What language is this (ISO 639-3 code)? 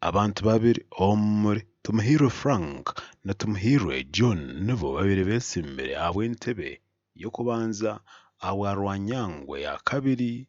nyn